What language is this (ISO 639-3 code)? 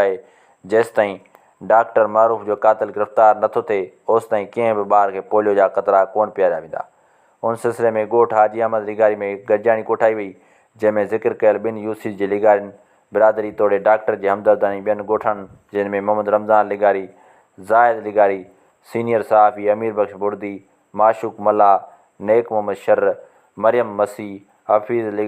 snd